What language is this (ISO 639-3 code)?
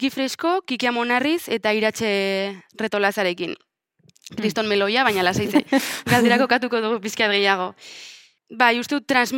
eus